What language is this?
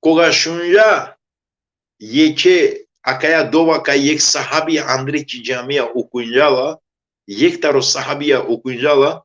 Balkan Romani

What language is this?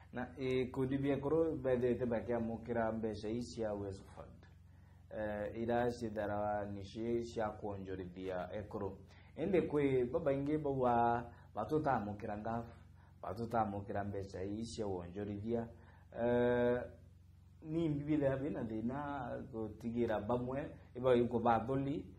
Meru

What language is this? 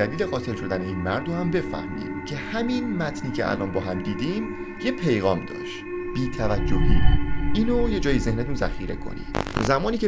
Persian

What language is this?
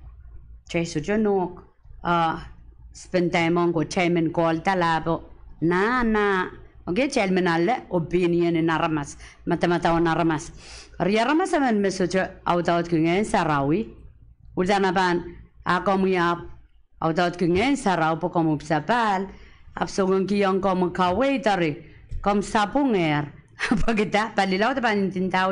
Pohnpeian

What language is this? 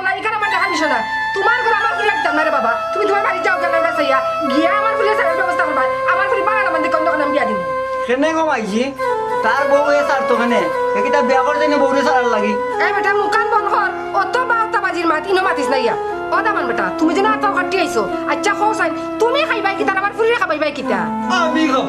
Sylheti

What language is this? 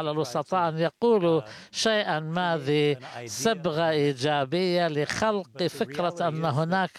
Arabic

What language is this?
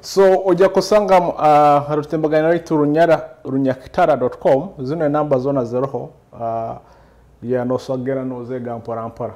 Nyoro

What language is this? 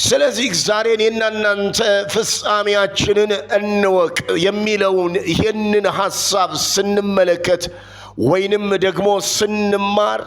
Amharic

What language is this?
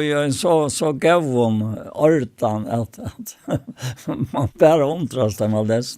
Faroese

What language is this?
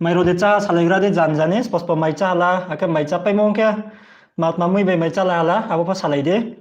Riang (India)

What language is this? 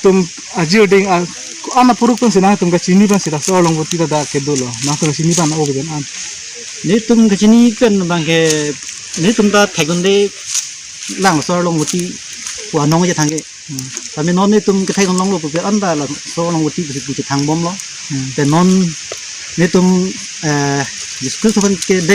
Karbi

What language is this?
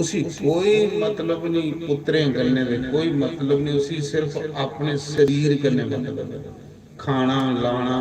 Dogri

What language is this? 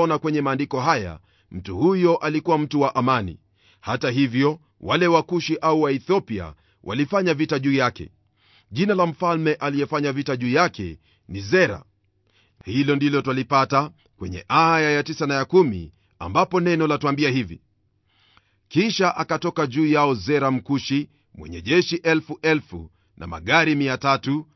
Swahili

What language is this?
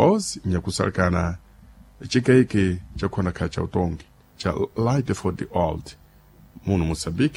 Sena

